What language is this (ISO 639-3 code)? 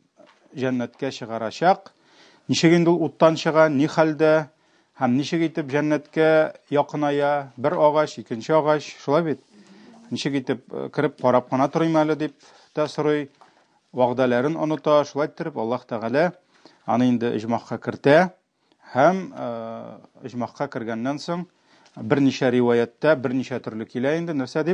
tat